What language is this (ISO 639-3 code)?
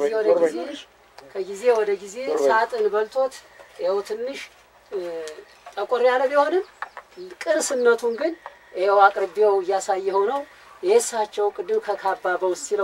amh